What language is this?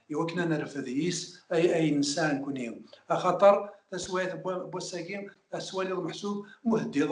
Kabyle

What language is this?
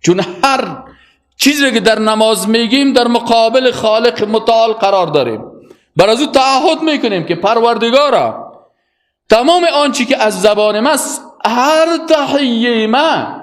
Persian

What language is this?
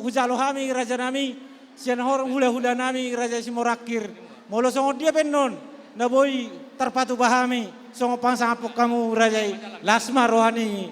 Batak Toba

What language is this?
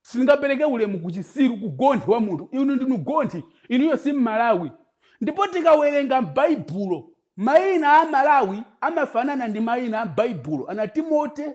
Nyanja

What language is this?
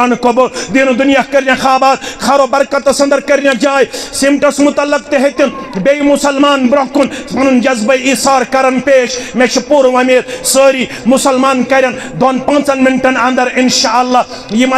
Kashmiri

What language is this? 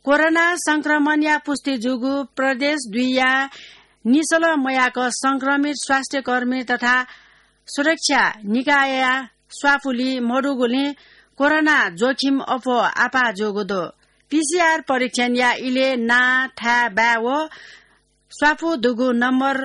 Newari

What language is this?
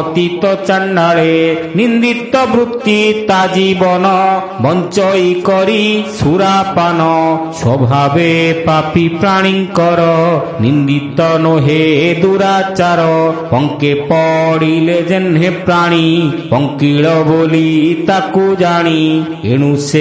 Odia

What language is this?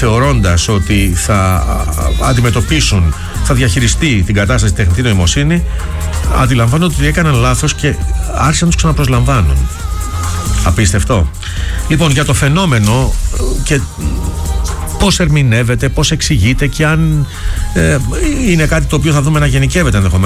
Greek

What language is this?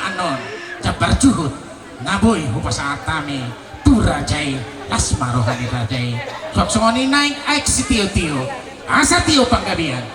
Batak Toba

